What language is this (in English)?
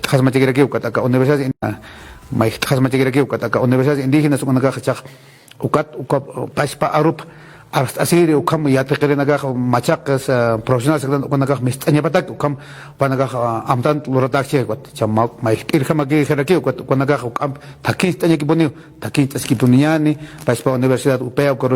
Aymara